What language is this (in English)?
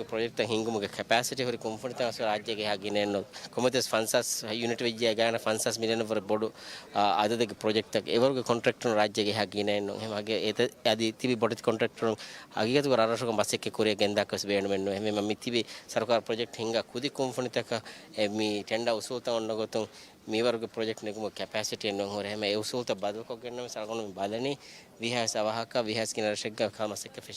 Divehi